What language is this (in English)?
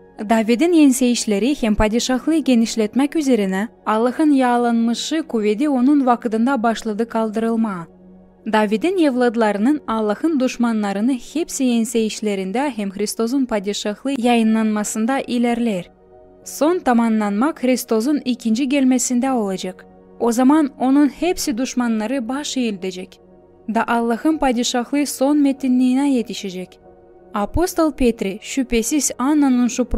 Gagauz